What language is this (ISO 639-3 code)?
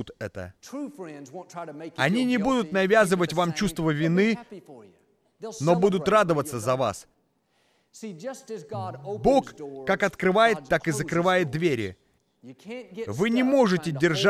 rus